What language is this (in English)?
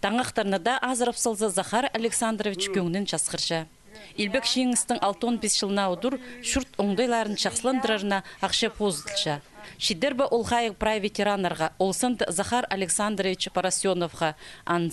Khakas